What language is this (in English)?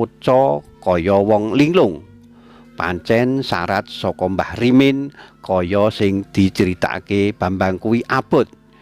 Javanese